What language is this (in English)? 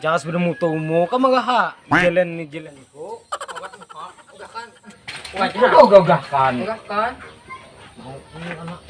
Banjar